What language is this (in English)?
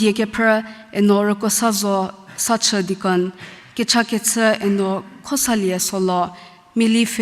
Angami Naga